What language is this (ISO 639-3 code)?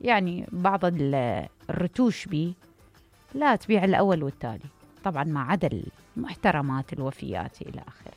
acm